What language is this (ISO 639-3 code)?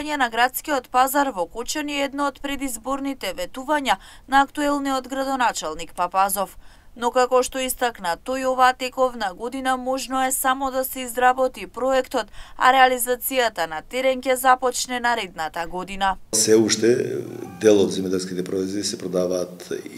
mkd